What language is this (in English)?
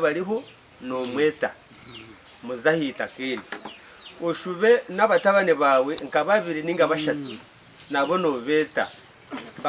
Nyankole